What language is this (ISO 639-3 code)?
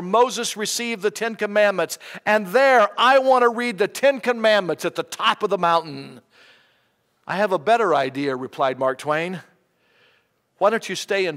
eng